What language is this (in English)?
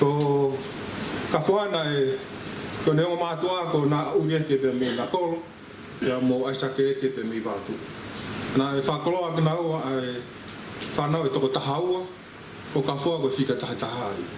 Tongan